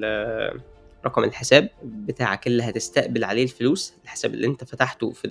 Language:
Egyptian Arabic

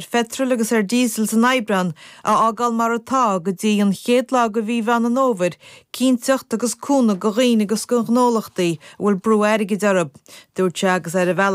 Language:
Irish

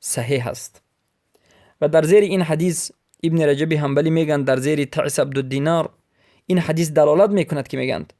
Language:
Persian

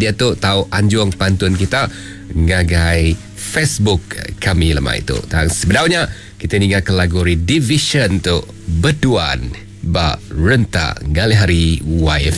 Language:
Iban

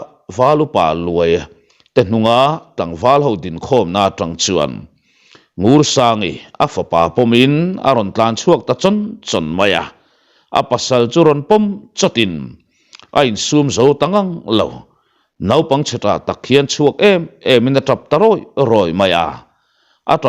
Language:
Mizo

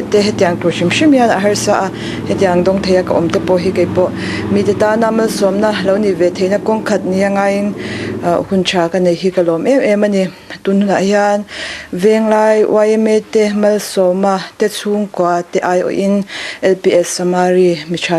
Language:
Mizo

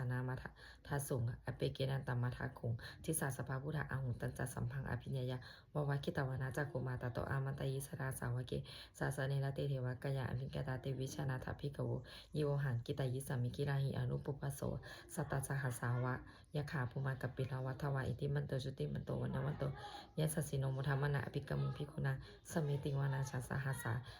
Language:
Pali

